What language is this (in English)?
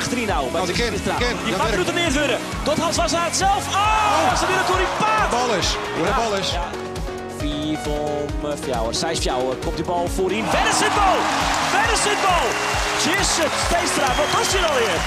Western Frisian